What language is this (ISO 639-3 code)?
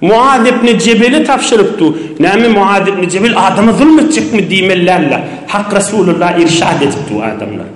tuk